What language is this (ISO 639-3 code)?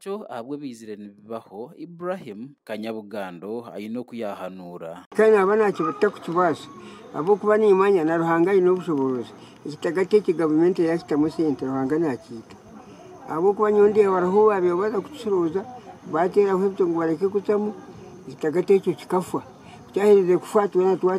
nyn